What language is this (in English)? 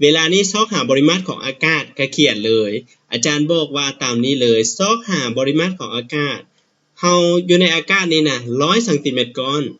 Lao